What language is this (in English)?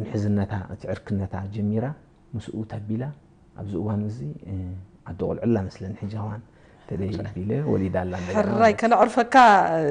Tigrinya